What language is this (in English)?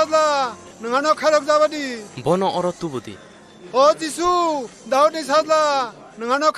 Kok Borok